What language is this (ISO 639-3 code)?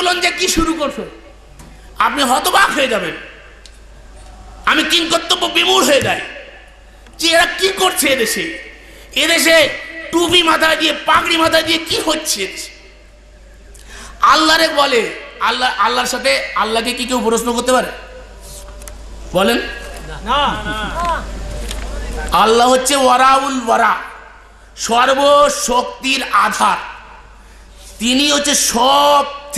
ben